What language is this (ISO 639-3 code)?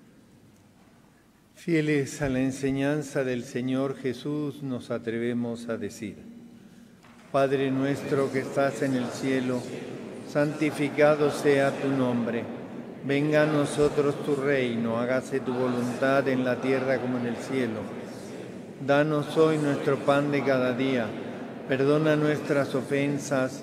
spa